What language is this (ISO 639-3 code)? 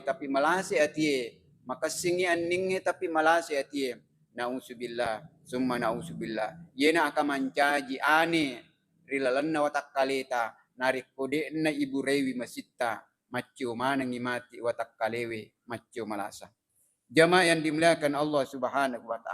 bug